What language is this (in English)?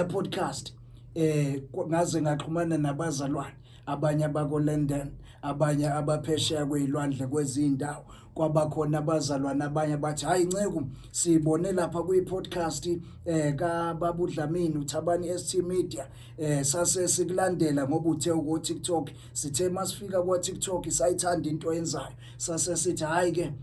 Zulu